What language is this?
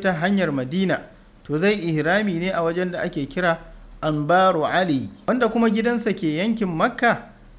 Hausa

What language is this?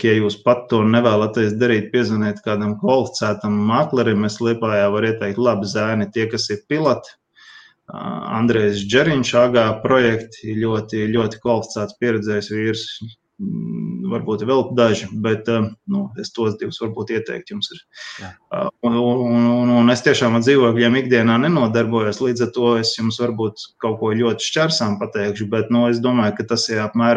Latvian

